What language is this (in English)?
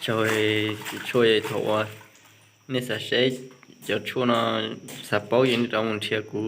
Hmong